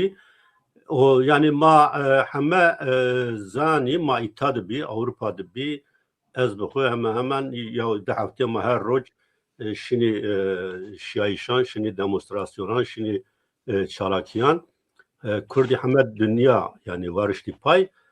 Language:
Zaza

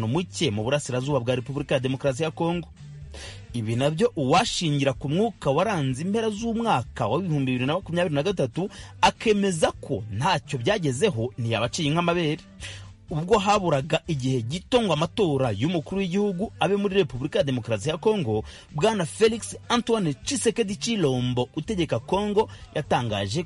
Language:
Kinyarwanda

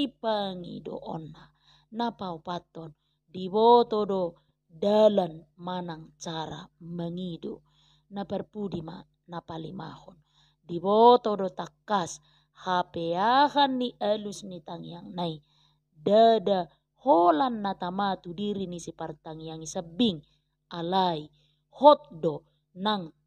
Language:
Batak Toba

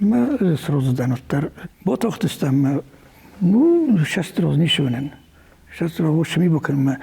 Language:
Ossetic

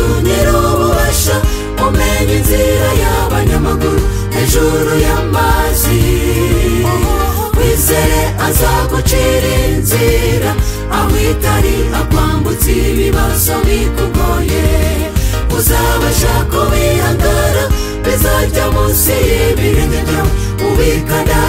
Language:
Kinyarwanda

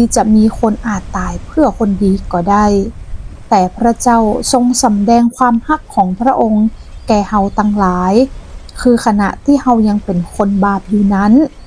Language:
Northern Thai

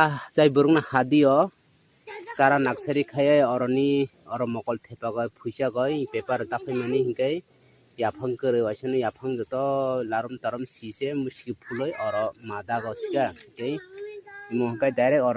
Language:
Kok Borok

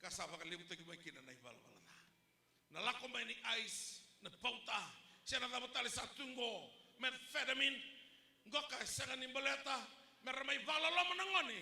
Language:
Fijian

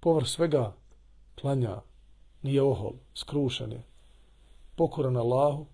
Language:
Bosnian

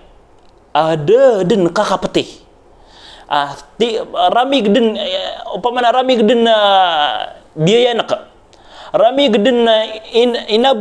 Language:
Maranao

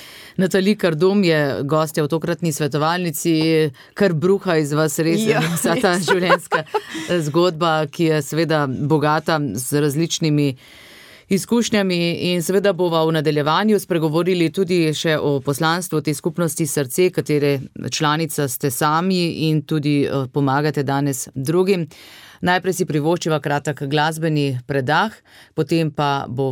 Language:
Slovenian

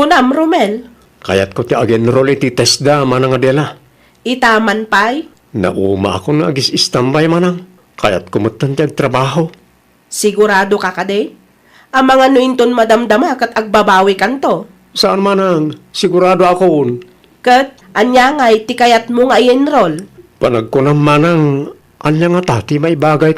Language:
Iloko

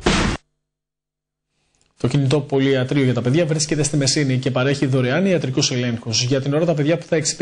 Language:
Greek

